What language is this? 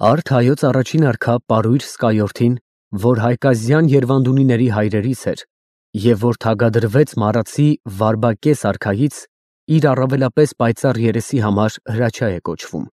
Armenian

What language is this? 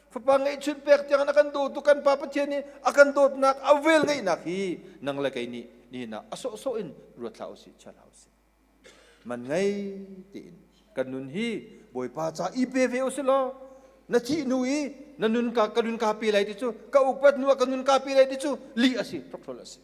Hakha Chin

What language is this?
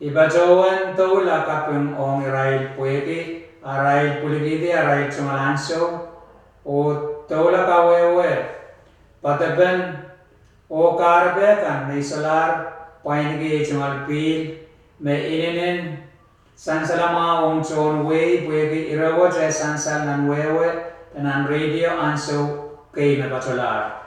Pohnpeian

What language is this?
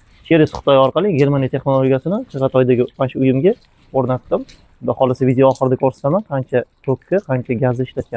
Uzbek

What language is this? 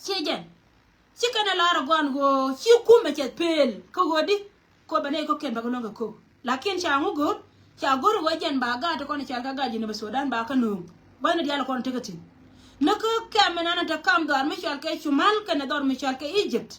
Nuer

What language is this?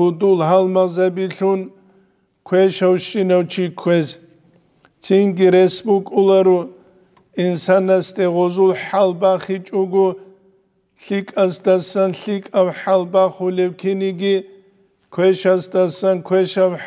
Avaric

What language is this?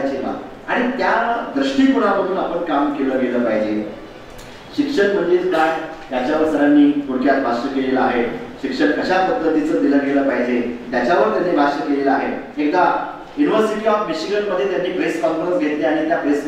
Marathi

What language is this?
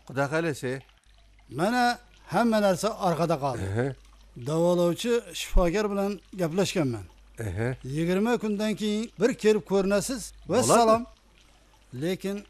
Kara-Kalpak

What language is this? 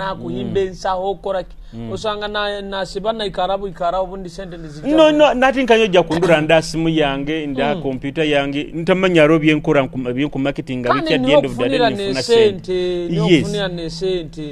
Nyoro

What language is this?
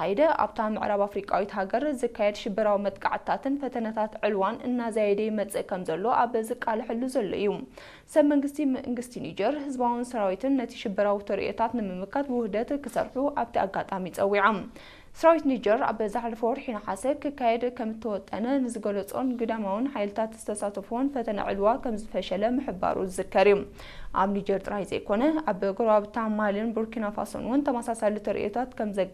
Tigrinya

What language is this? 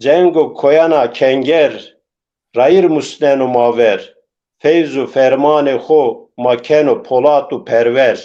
Zaza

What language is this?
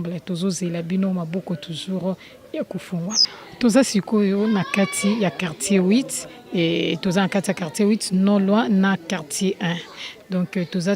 Lingala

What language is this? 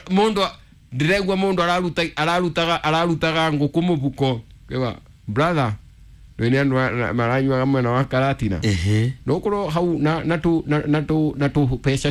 Kikuyu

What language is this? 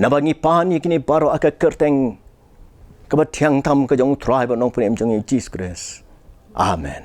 Khasi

